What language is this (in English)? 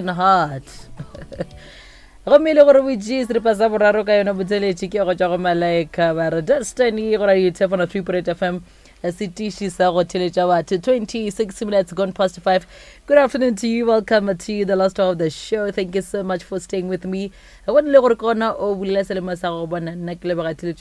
Northern Sotho